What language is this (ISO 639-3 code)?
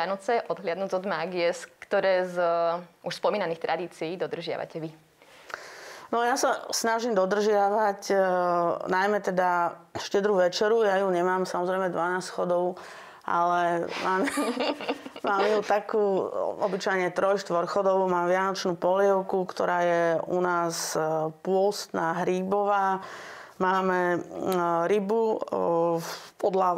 slk